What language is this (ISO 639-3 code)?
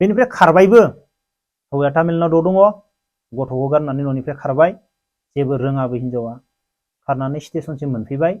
brx